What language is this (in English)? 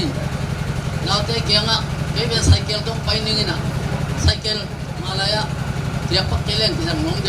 Tedim Chin